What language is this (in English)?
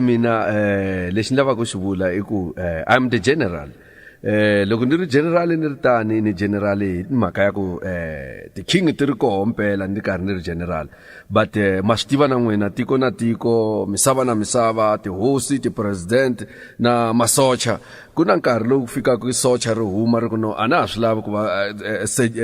Tsonga